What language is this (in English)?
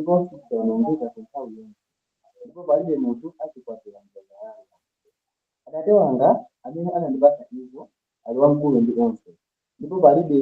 Nyanja